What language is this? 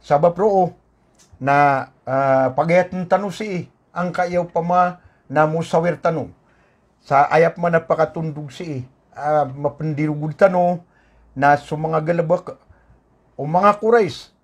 Maranao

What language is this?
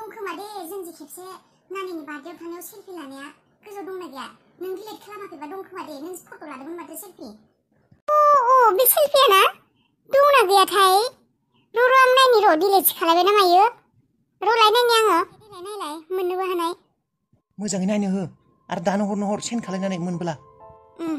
Bodo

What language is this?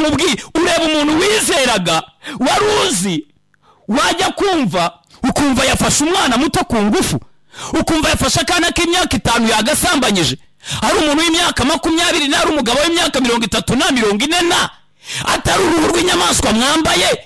Kinyarwanda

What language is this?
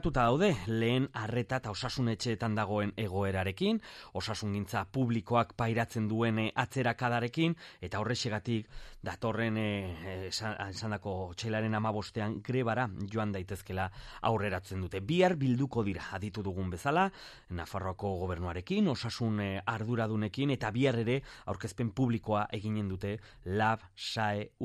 Basque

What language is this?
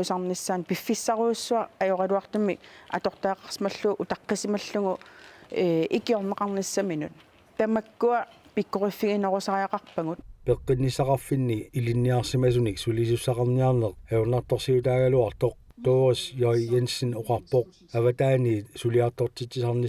Kalaallisut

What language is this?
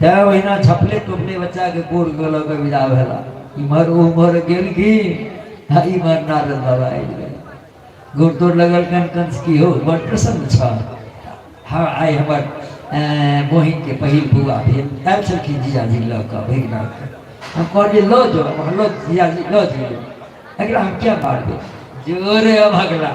Maithili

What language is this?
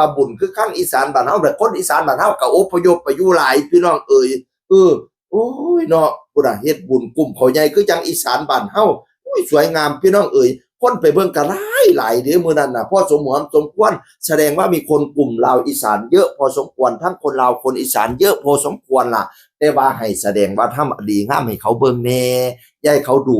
Northeastern Thai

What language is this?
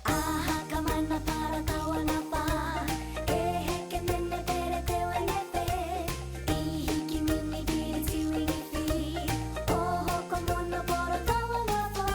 Māori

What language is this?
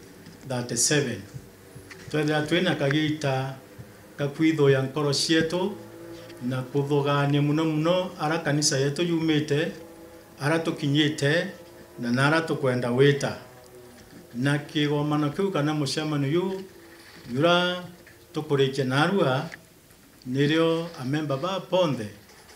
Meru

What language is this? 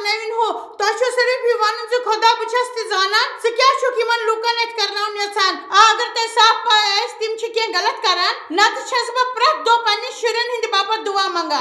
Kashmiri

